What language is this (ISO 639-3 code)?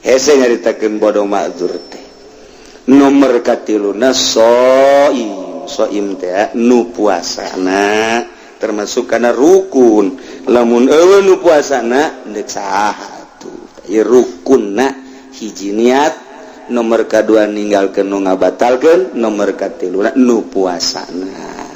sun